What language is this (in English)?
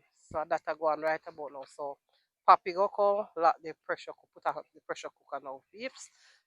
Jamaican Creole English